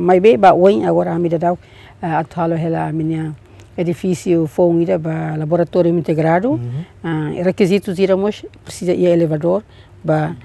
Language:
Tetum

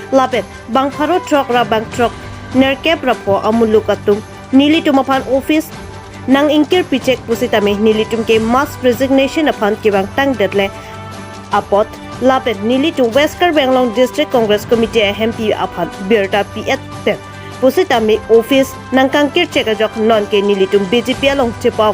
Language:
Karbi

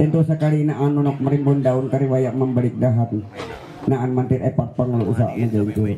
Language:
Ma'anyan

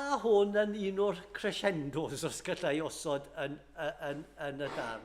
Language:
Welsh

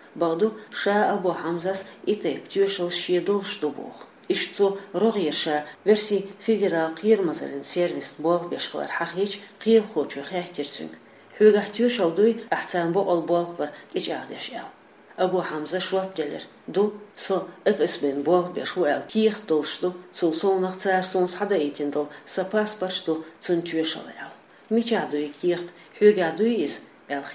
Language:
Chechen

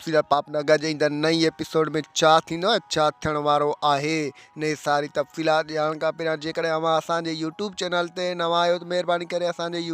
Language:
Sindhi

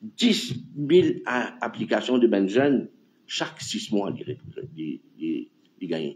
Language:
Morisyen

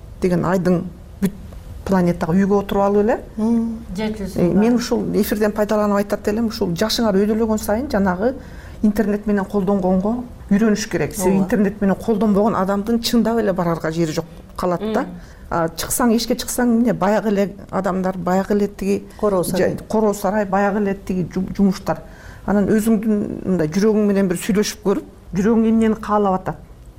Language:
Kyrgyz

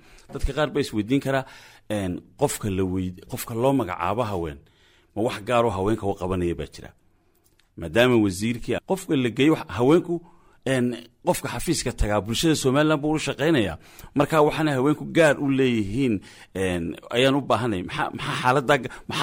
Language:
Somali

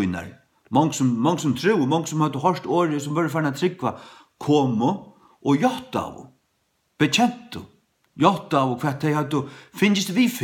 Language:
Faroese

